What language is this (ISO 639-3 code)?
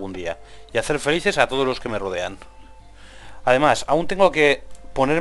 spa